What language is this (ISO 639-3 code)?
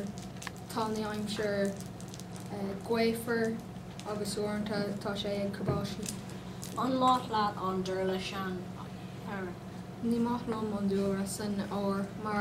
gle